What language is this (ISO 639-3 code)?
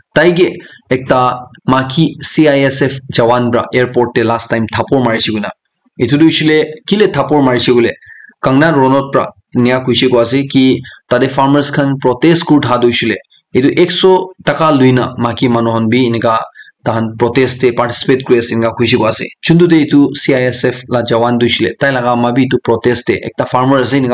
nag